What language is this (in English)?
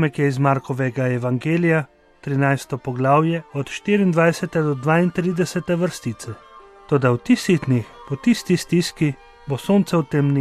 Slovenian